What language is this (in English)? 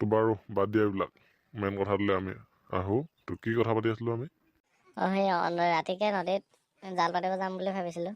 Assamese